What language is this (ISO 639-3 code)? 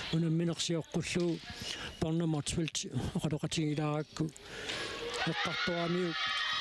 kal